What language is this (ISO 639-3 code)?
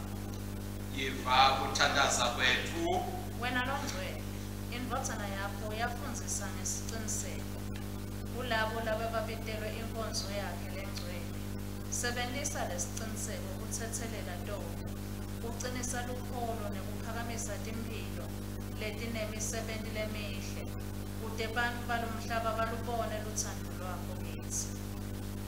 ssw